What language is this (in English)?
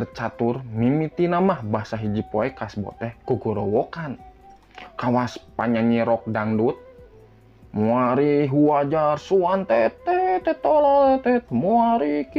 Sundanese